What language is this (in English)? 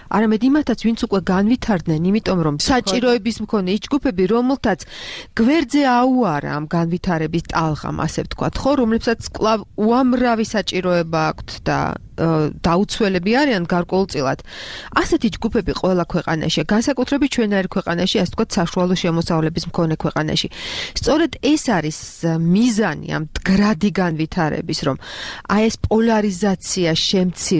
Georgian